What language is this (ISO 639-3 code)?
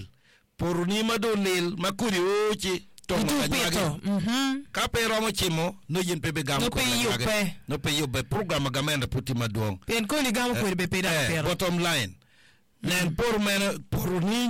ach